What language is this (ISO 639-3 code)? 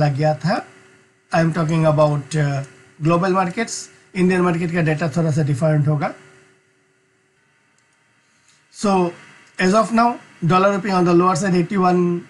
hin